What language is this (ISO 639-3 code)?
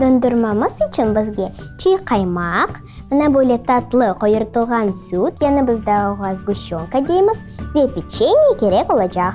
crh